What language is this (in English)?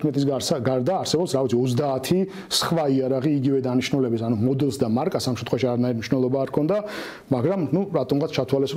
Georgian